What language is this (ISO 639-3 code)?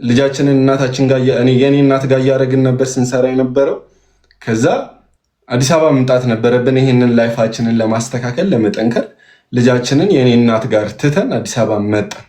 amh